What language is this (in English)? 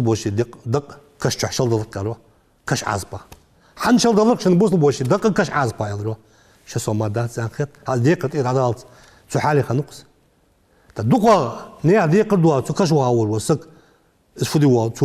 Ingush